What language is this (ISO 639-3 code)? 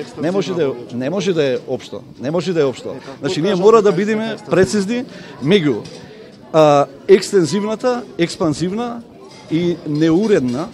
mkd